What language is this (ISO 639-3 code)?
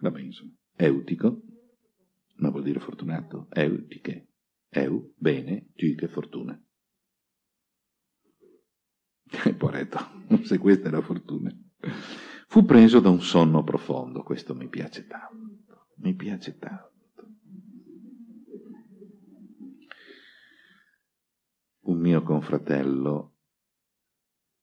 ita